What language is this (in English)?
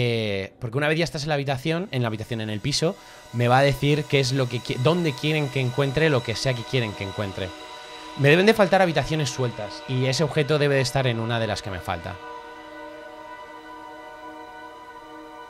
Spanish